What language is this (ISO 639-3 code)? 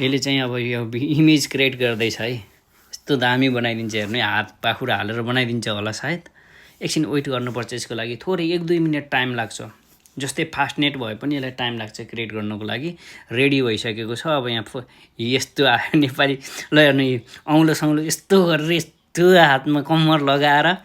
nep